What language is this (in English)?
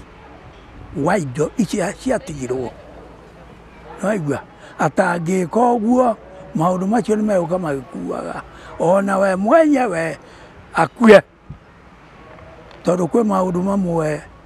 Kikuyu